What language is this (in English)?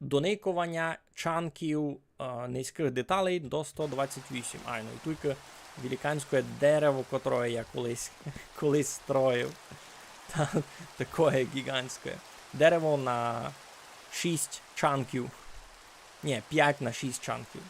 Rusyn